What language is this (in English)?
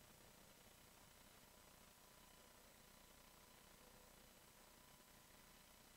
Croatian